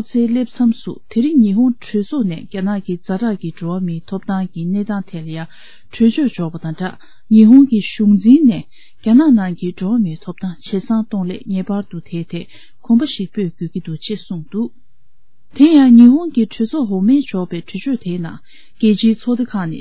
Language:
Tibetan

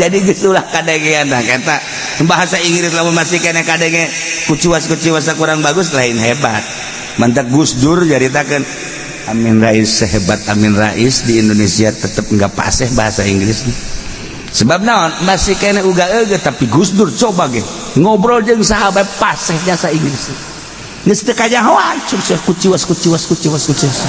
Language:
Sundanese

